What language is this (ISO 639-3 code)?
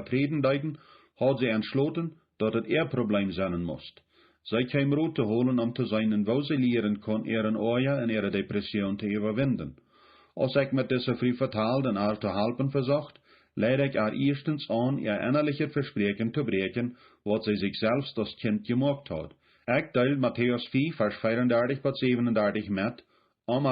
pdt